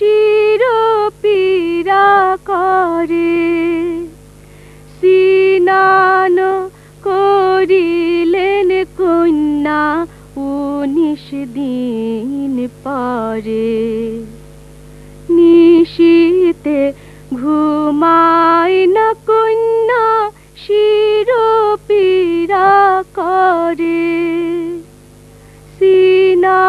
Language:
Bangla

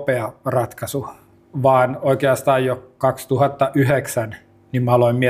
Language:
Finnish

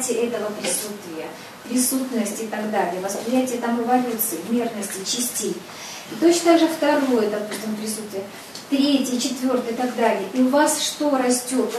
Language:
Russian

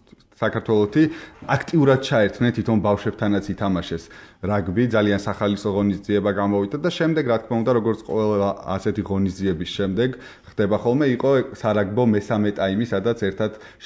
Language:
Georgian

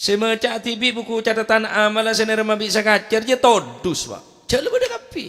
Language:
Madurese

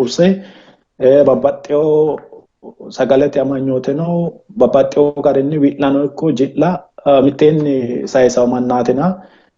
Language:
Sidamo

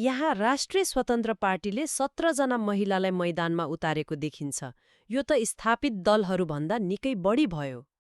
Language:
Nepali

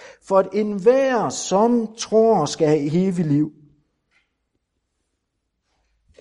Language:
Danish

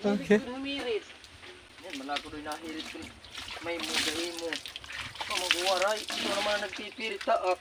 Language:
Waray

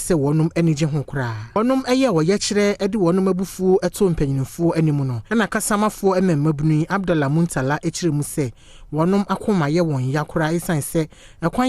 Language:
Akan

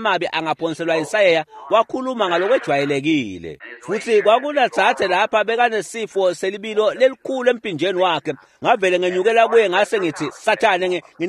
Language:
Swati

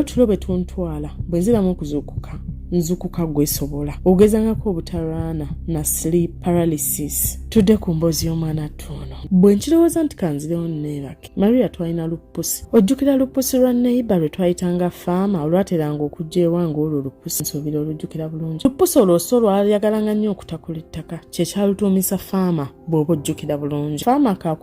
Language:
Ganda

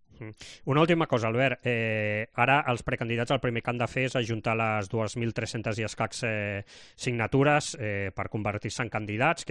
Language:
Catalan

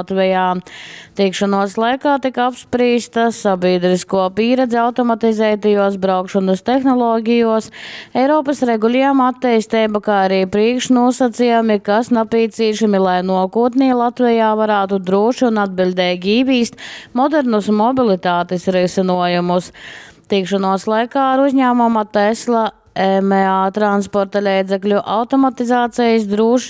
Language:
Latgalian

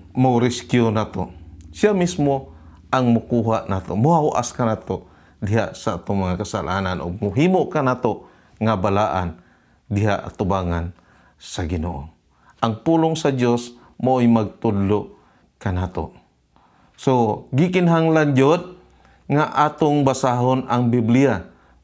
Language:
Cebuano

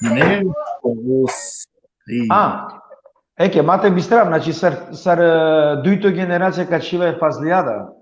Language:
Balkan Romani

